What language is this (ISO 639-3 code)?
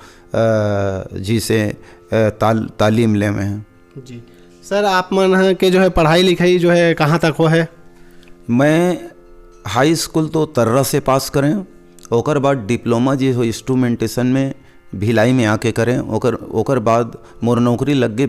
hne